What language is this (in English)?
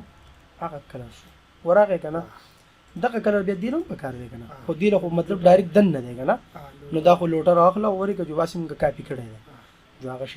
Pashto